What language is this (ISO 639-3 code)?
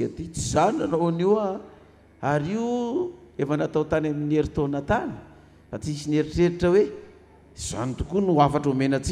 mlg